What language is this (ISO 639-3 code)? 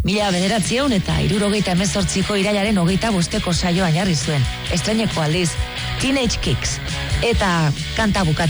eus